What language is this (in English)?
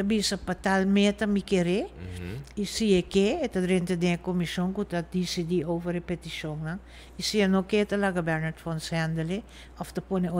Papiamento